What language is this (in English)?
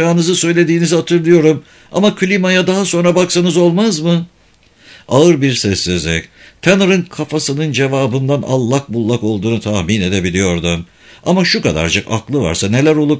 Turkish